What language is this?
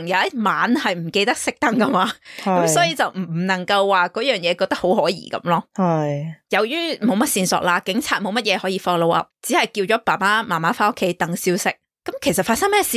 Cantonese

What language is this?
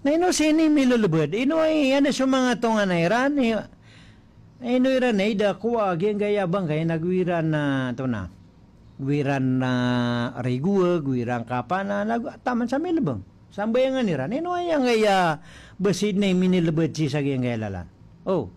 Maranao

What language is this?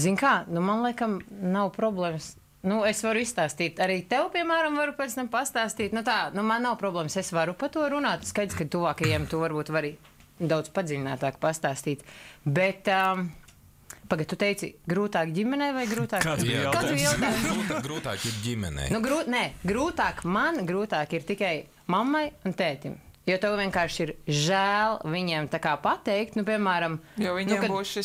Latvian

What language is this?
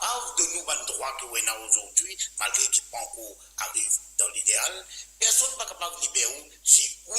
Morisyen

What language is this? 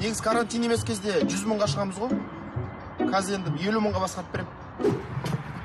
Kazakh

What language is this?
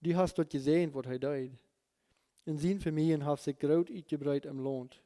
Plautdietsch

